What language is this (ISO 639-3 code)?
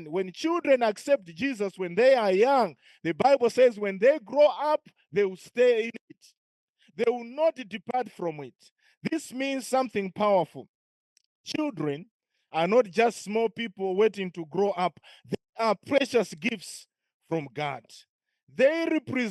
eng